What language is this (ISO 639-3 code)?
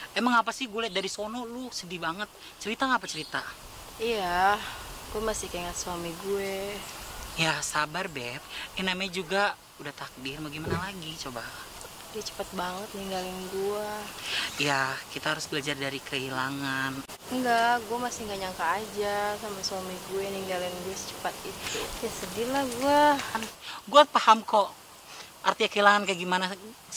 bew